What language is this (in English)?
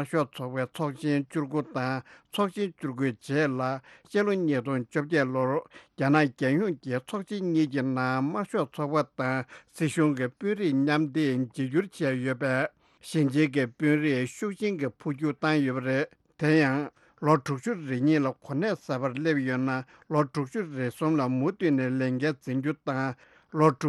Tibetan